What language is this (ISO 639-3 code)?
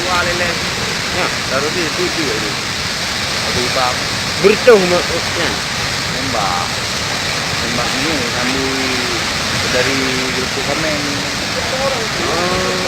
ace